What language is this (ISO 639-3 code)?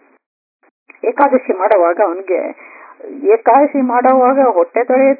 kan